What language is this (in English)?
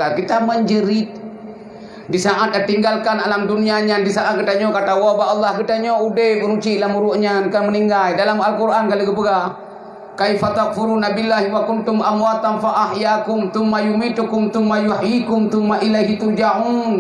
Achinese